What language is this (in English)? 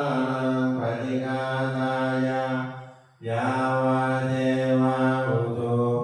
Pali